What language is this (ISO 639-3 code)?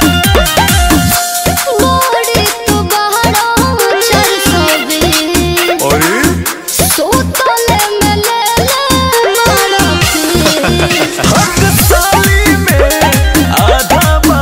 bho